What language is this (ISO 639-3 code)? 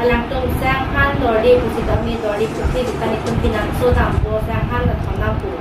mjw